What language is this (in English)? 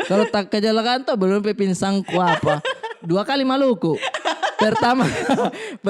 Makassar Malay